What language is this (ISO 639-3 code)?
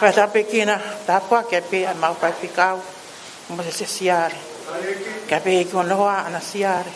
ton